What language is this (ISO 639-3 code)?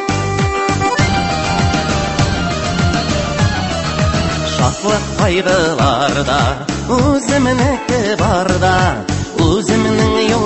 tat